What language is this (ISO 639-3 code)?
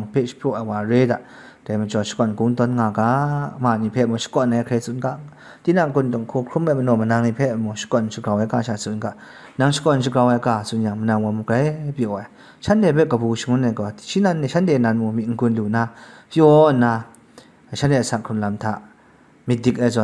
kac